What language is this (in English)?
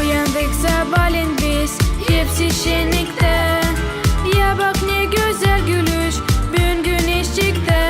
Gagauz